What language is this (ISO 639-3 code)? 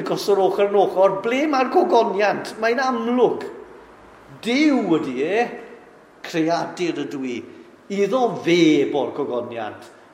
cym